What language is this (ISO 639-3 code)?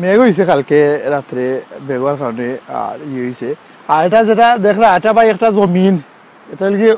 syl